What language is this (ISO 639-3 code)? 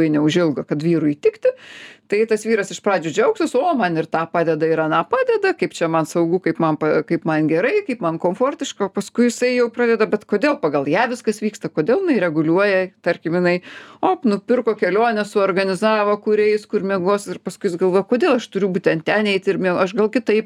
lit